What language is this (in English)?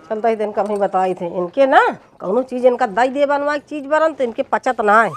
Awadhi